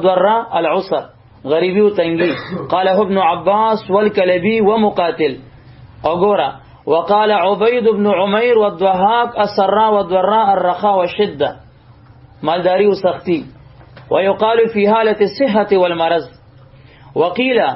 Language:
Pashto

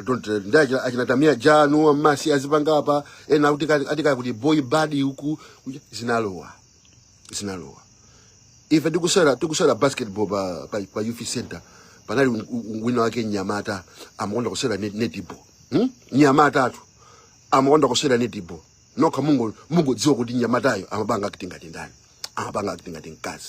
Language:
Nyanja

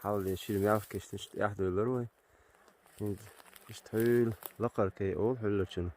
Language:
Chechen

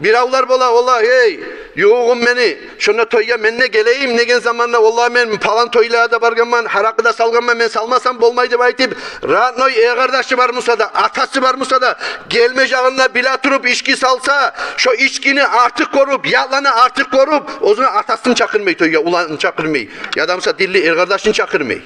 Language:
Kumyk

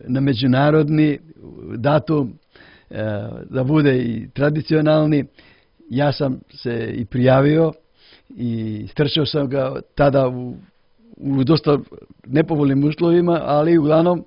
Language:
Croatian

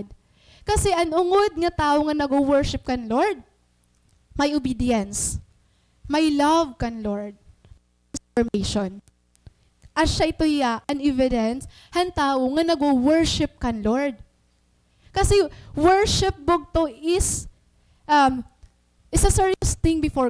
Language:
Waray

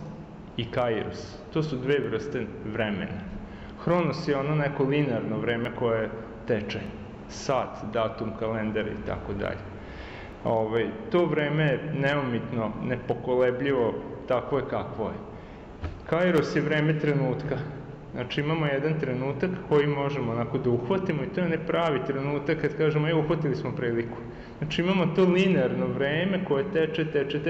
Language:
Serbian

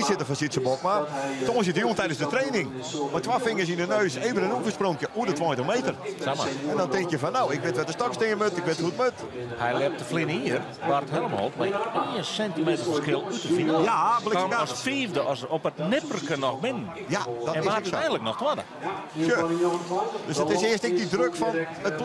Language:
Western Frisian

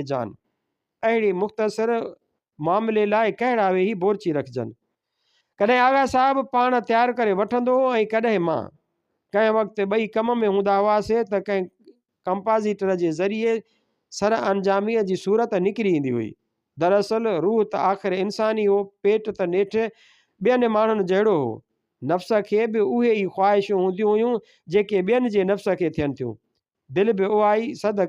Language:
Sindhi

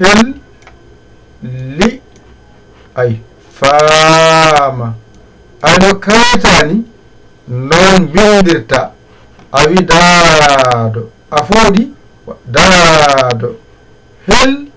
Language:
Fula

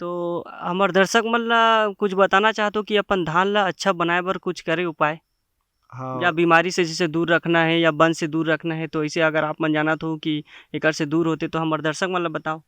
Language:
Chhattisgarhi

